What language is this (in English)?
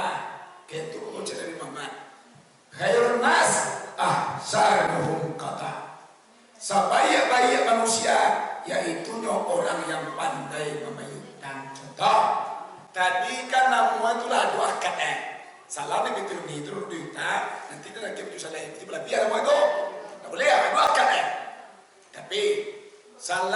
Minangkabau